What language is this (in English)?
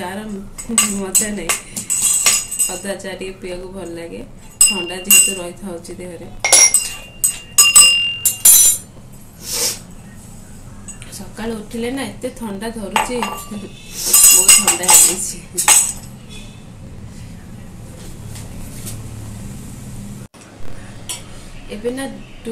Odia